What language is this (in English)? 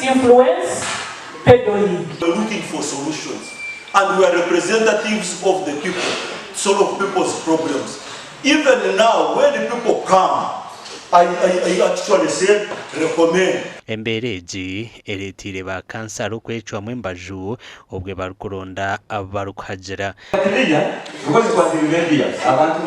Nyankole